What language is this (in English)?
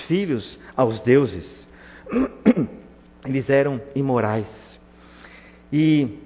Portuguese